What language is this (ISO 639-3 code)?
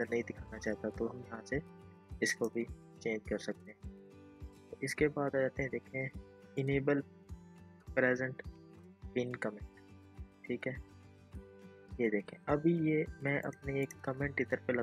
hin